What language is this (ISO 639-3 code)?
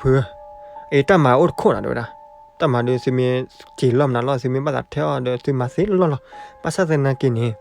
ksw